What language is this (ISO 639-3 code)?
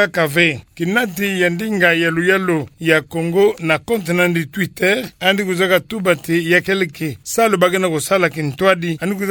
ktu